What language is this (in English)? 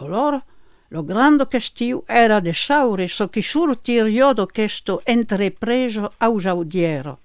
Occitan